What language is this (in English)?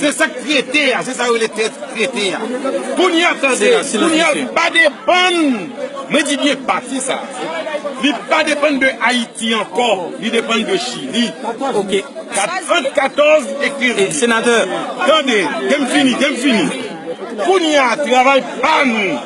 Haitian Creole